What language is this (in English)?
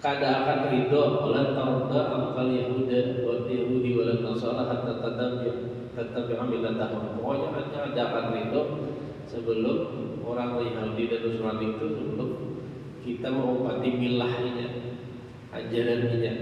Banjar